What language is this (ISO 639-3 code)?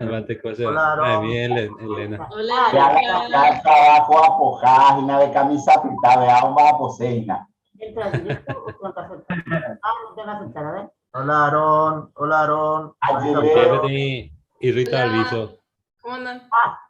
grn